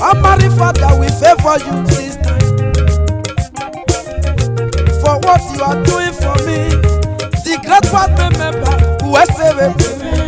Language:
Esan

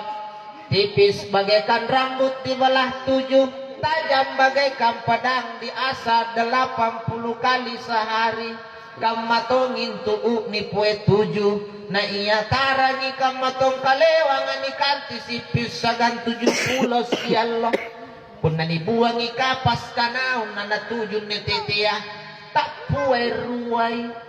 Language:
Makasar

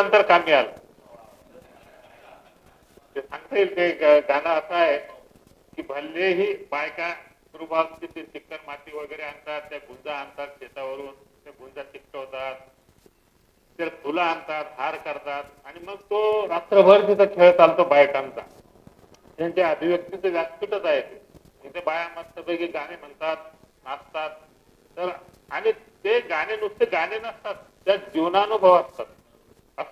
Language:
Marathi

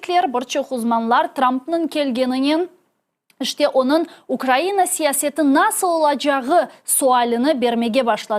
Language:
Crimean Tatar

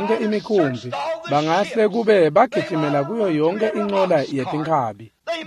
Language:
Swati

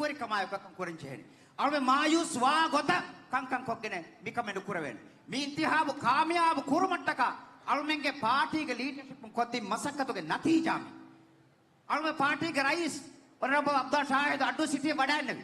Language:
Divehi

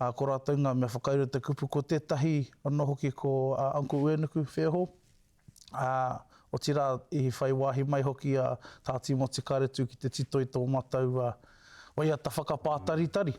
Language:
Māori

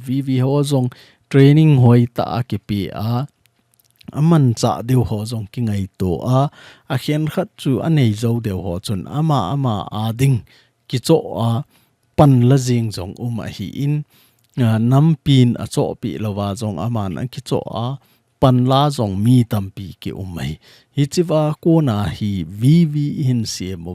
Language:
Thado Chin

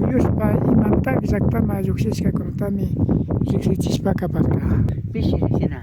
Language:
Imbabura Highland Quichua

